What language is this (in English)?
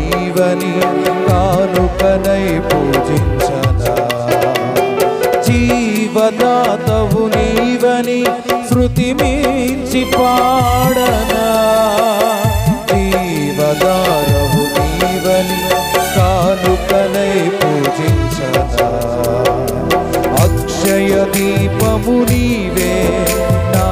Telugu